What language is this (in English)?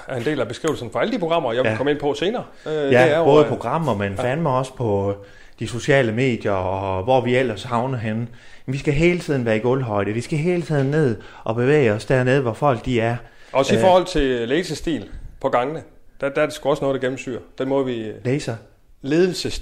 Danish